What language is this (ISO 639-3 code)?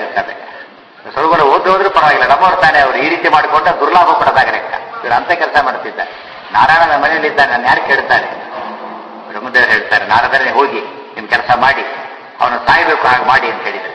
kan